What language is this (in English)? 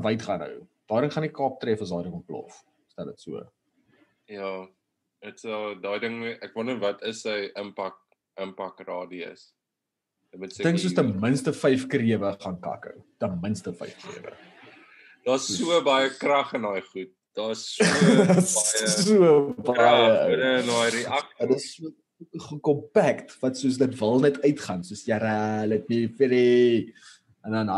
Afrikaans